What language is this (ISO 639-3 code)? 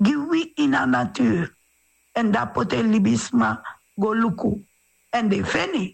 srn